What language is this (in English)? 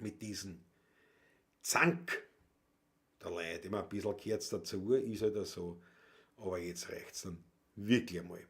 Bavarian